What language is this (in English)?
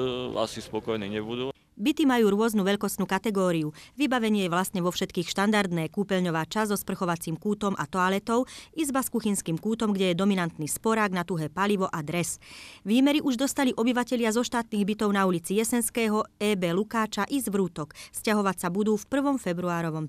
Slovak